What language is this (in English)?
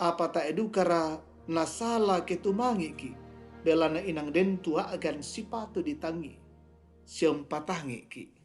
Toraja-Sa'dan